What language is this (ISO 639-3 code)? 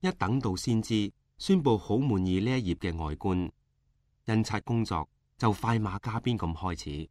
yue